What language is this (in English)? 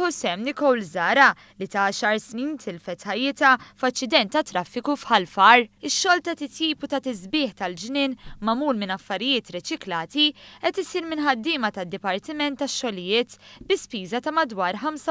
Maltese